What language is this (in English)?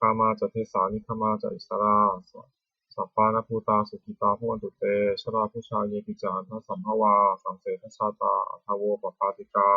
Pali